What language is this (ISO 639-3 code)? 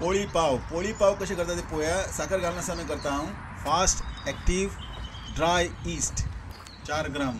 kok